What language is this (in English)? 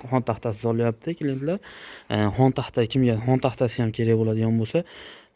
Uzbek